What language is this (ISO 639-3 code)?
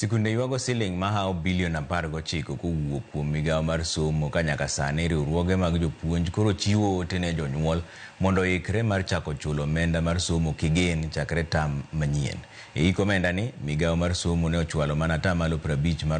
luo